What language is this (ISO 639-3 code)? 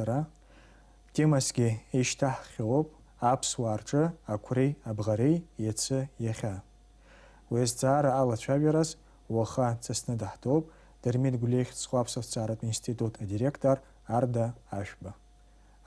abk